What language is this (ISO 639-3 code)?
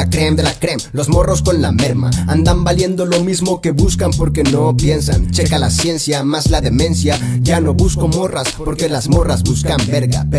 spa